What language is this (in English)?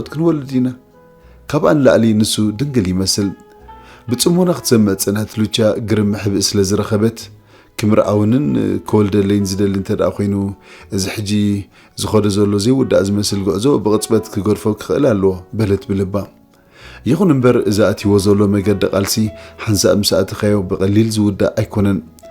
Tigrinya